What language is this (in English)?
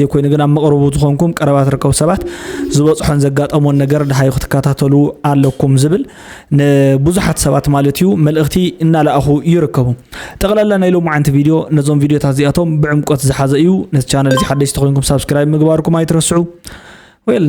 Tigrinya